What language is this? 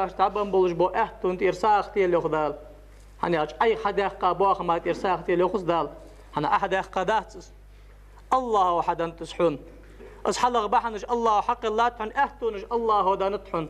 Ingush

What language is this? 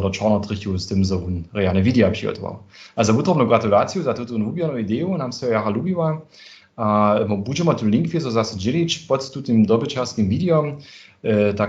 Upper Sorbian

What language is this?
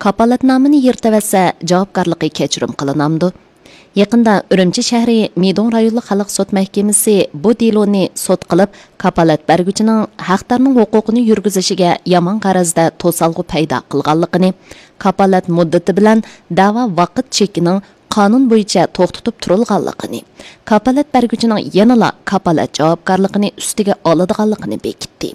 Uyghur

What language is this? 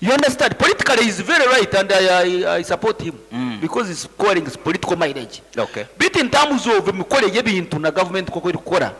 Nyankole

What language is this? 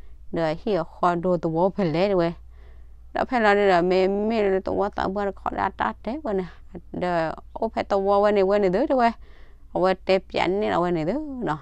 S'gaw Karen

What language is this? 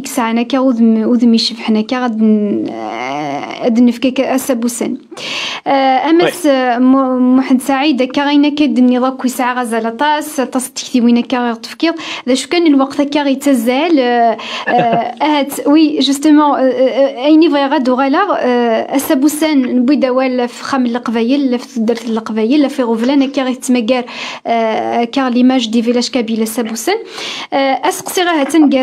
Kabyle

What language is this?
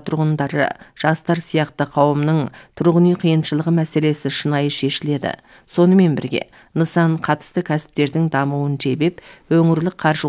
Kazakh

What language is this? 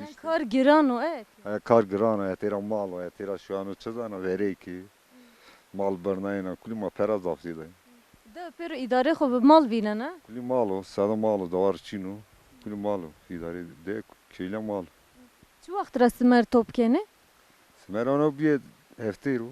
Zaza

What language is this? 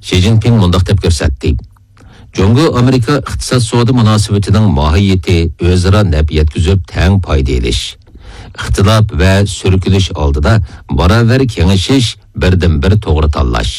Uyghur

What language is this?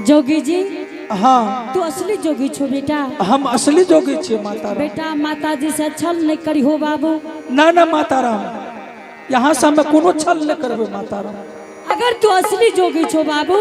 Angika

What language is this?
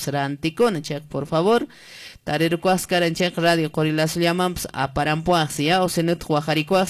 Quechua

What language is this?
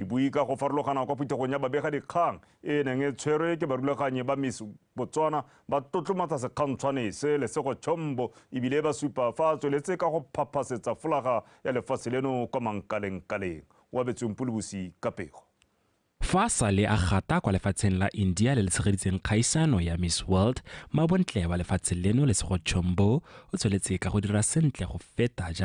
Tswana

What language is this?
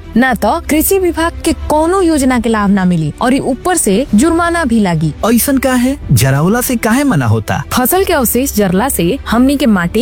Bhojpuri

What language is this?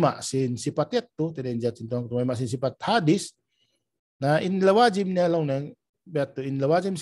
Tausug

